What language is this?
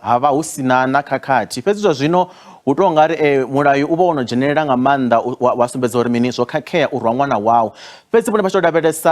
Venda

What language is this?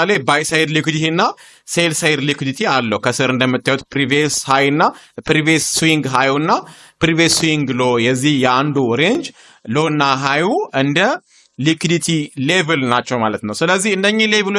Amharic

